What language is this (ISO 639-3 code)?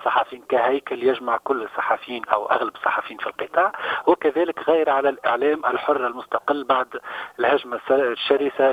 aeb